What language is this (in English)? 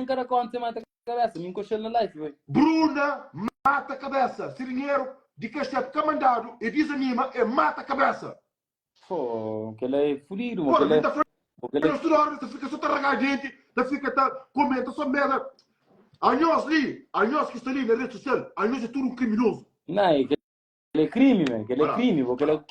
Kabuverdianu